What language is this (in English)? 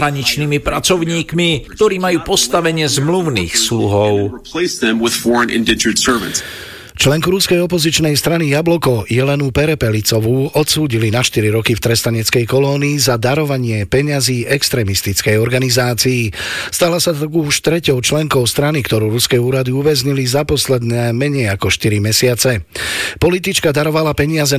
Slovak